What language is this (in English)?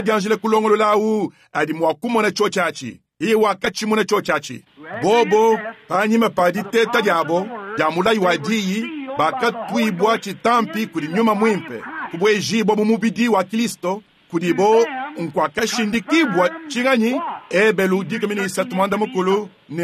Luba-Lulua